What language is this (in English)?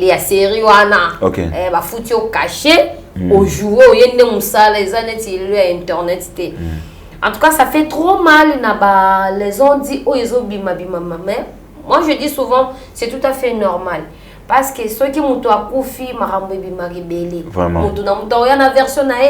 Lingala